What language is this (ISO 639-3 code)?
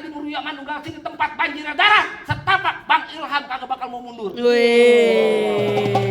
bew